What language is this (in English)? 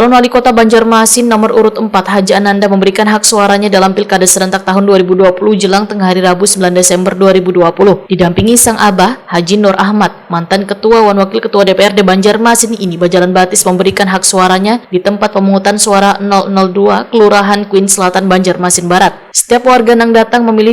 Banjar